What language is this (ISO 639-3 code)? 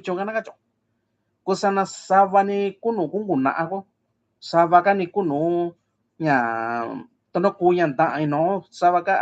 mix